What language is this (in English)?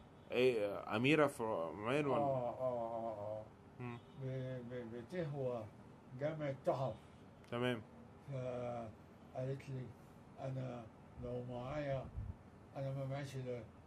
Egyptian Arabic